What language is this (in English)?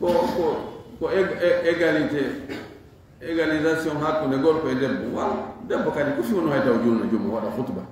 Fula